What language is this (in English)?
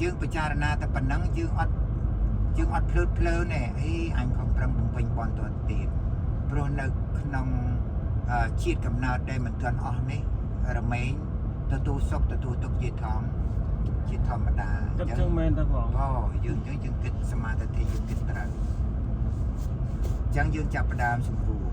Khmer